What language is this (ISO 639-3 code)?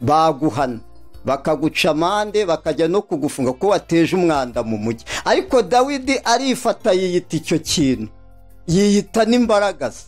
kin